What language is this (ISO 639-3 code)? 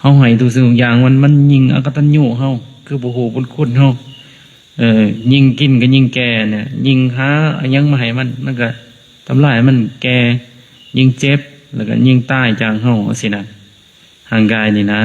lao